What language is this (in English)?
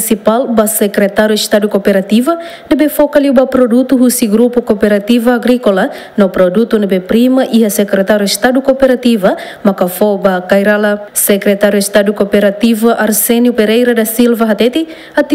Tetum